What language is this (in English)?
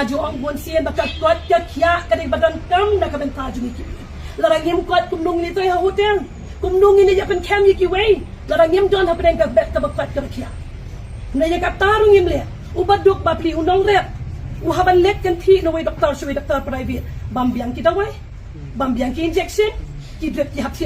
Khasi